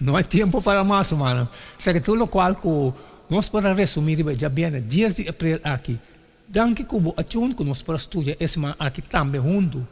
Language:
Papiamento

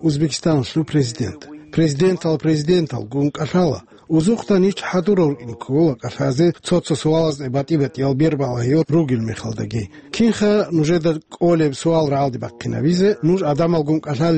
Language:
Avaric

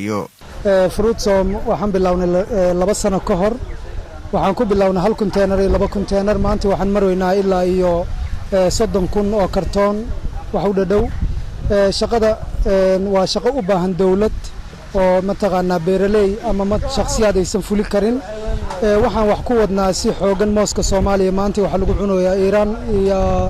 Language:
Somali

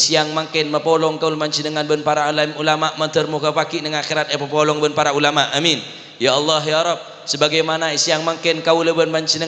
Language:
Madurese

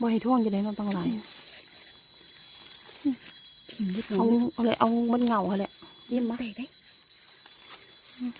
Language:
Lao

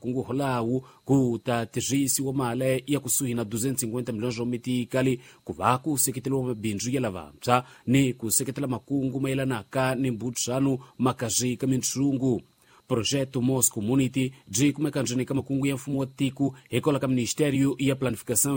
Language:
Tsonga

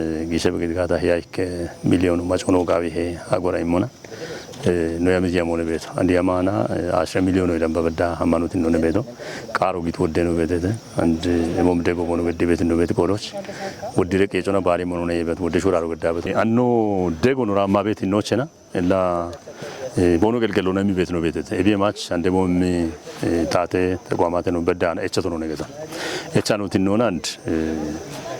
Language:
Kafa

